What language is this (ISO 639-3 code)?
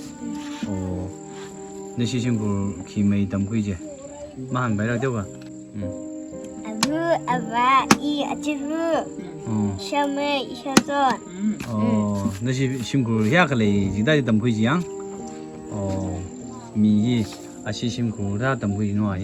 nmf